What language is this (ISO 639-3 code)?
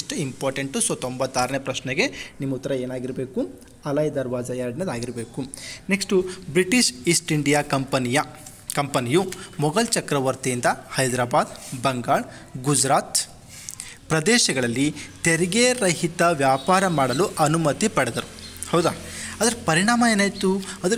kan